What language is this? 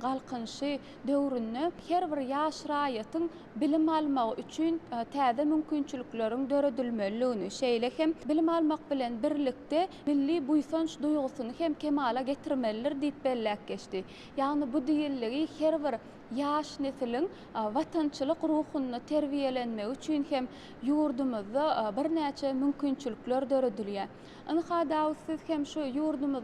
Turkmen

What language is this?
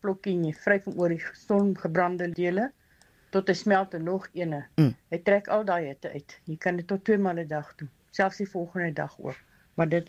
Afrikaans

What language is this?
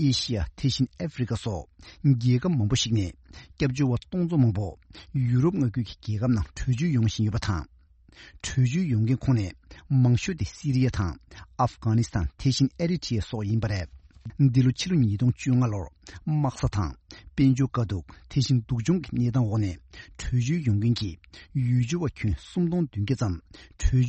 Tibetan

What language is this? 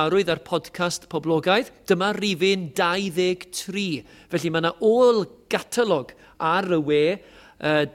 Welsh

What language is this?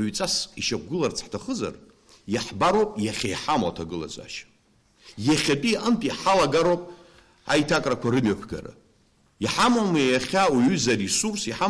Abkhazian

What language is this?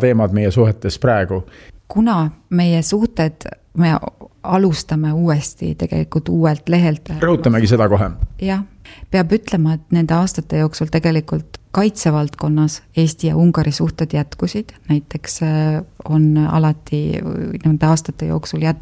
Estonian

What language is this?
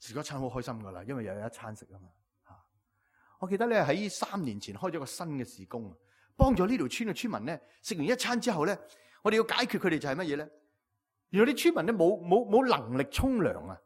Cantonese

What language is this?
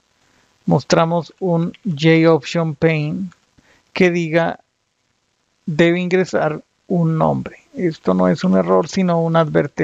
Spanish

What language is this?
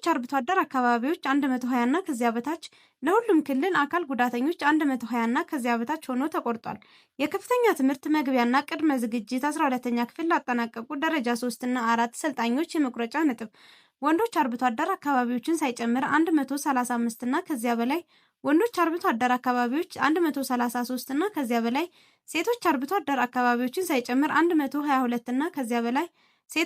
Amharic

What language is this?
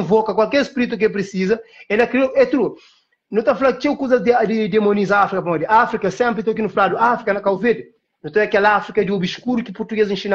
Kabuverdianu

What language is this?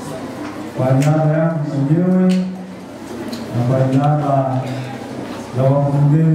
Swahili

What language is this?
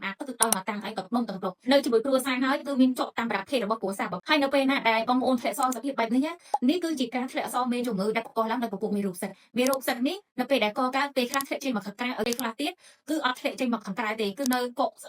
Khmer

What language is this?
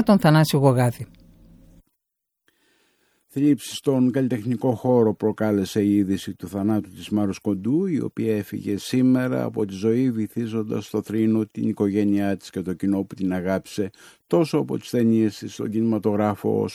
Greek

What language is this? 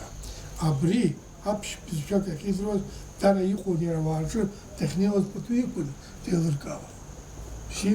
Abkhazian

